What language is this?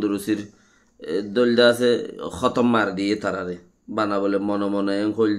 Rohingya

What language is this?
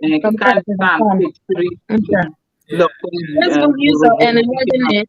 Acoli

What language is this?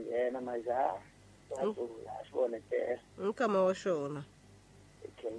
Tsonga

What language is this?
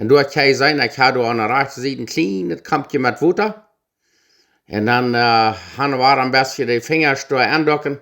Plautdietsch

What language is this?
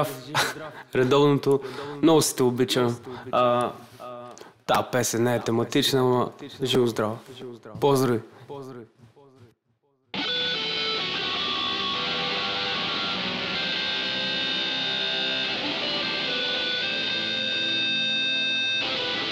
Bulgarian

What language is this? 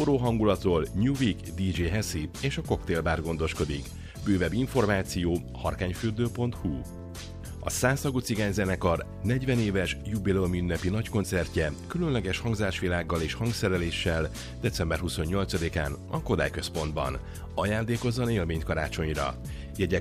Hungarian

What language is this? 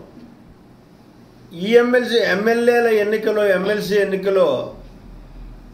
Telugu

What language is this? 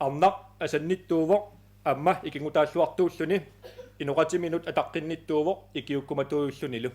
Kalaallisut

